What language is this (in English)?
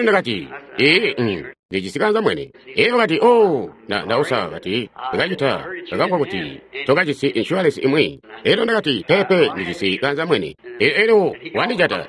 Tonga (Zambia)